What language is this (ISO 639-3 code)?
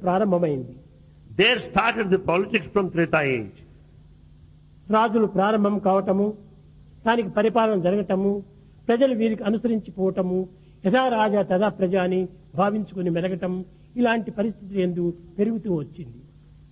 tel